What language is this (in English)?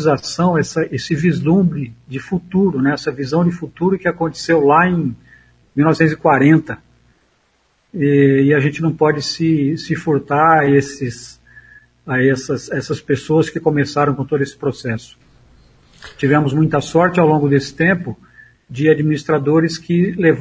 Portuguese